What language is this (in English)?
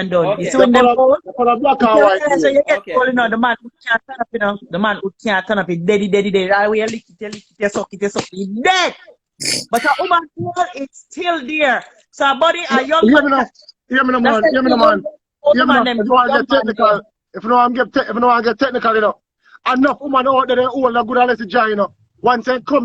Jamaican Creole English